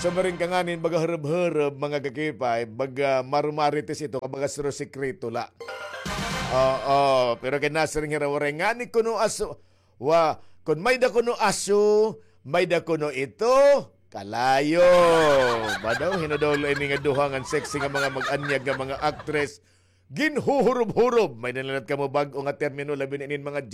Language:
Waray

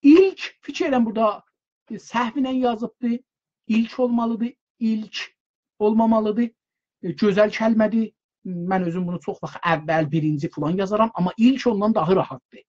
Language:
South Azerbaijani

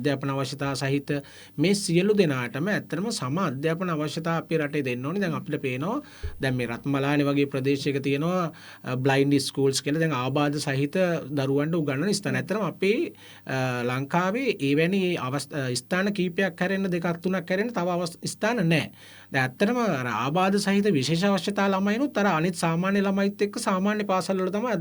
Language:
Sinhala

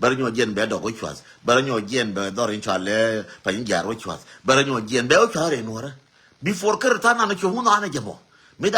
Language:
Nuer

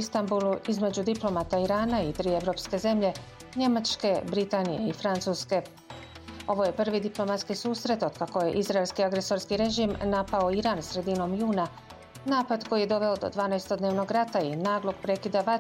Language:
Bosnian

